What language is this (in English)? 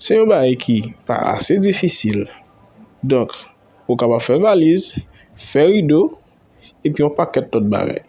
Haitian Creole